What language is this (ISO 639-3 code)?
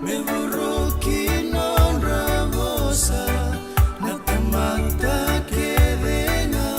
fij